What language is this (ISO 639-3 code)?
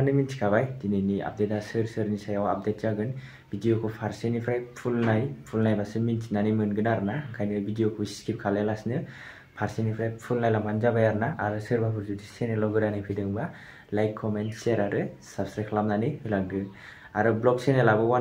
brx